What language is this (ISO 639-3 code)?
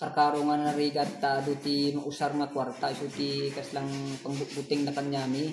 ilo